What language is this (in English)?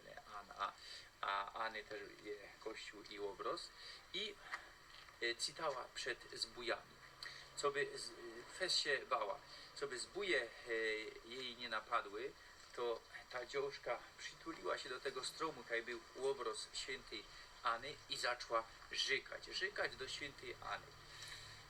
Silesian